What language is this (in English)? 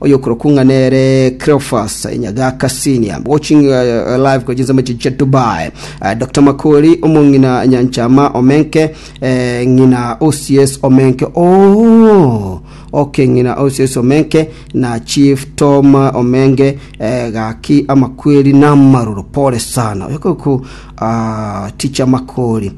Gusii